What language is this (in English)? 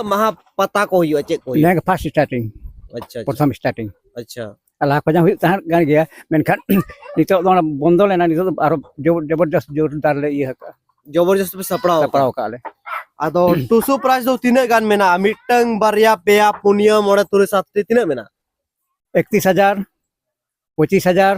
Santali